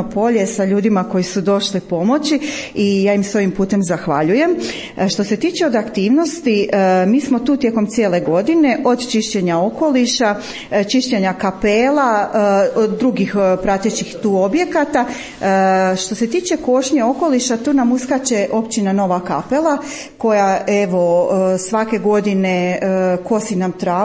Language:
Croatian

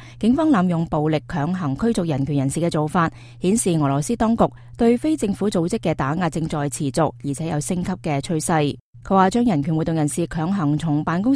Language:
Cantonese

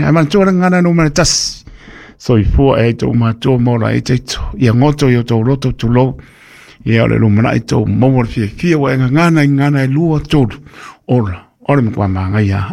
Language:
Samoan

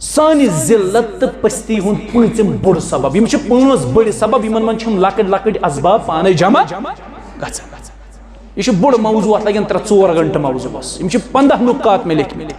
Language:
Kashmiri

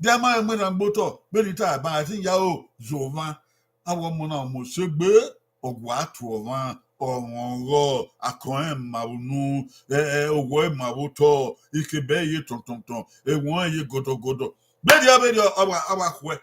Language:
Bini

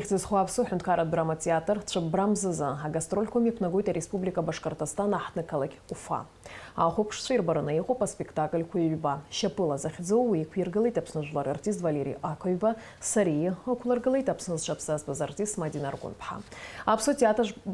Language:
Abkhazian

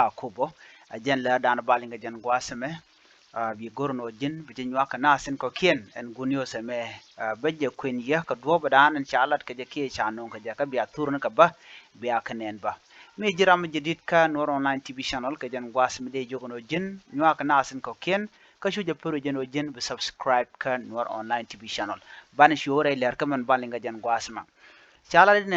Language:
Nuer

